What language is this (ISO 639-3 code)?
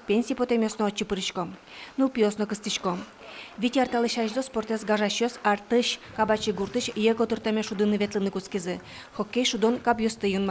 udm